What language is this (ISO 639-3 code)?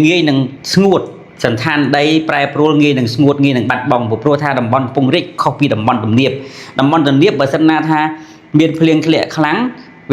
khm